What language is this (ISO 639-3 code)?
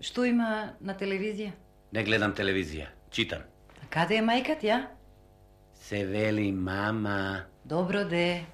mkd